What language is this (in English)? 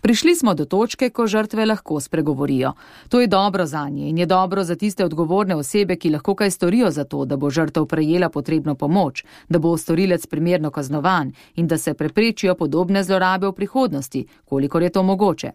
Slovenian